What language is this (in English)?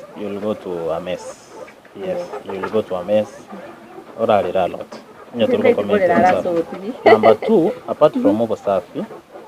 Gusii